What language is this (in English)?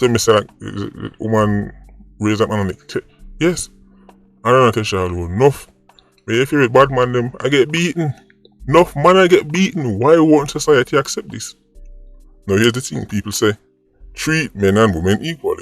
Jamaican Creole English